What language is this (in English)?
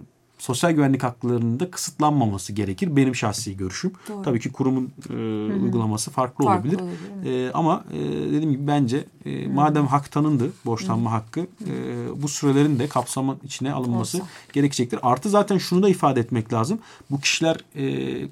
Turkish